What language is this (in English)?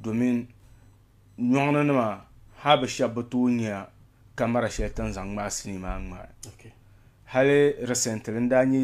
Dagbani